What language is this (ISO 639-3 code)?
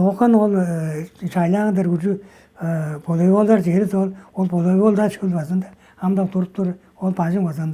tyv